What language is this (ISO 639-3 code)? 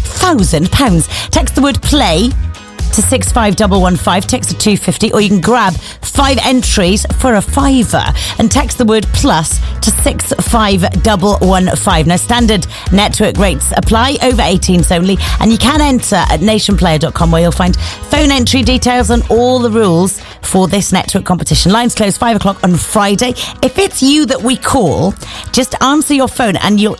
eng